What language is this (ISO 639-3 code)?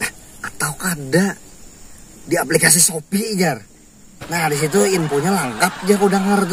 bjn